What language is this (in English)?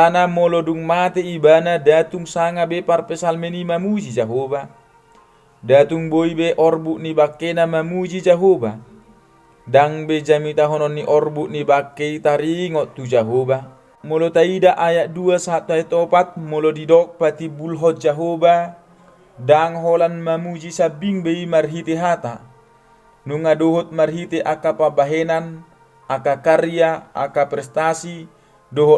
Batak Toba